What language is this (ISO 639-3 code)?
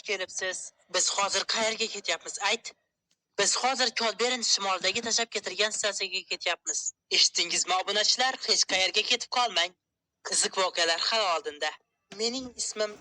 uzb